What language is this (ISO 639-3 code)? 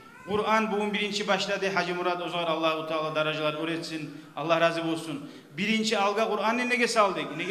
kum